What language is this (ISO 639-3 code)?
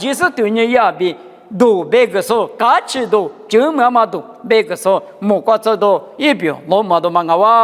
lis